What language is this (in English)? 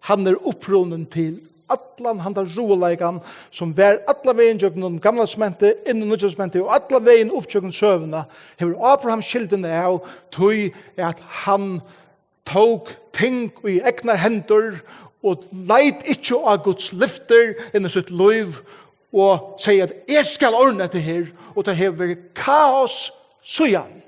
Faroese